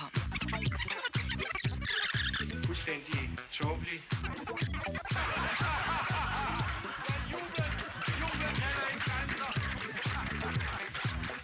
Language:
Danish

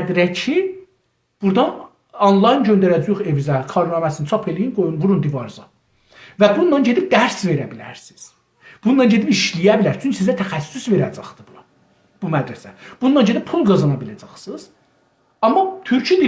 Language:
South Azerbaijani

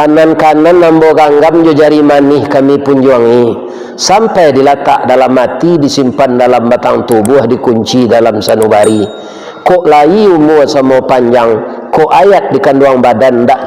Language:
Minangkabau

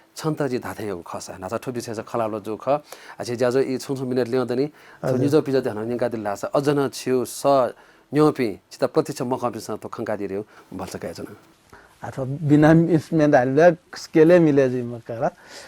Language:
Newari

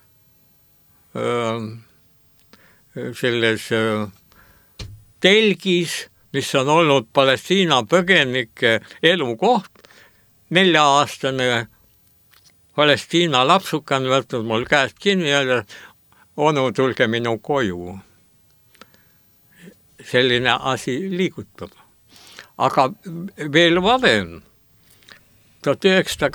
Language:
Estonian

